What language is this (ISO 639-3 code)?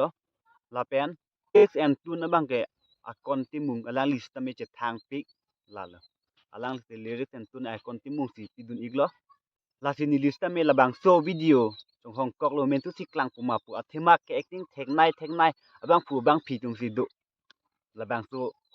mjw